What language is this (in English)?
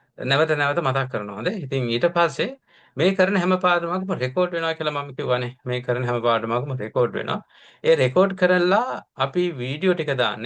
Sinhala